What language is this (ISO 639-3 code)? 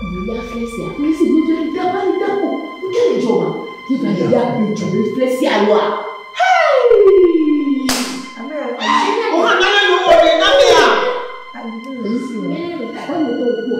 ewe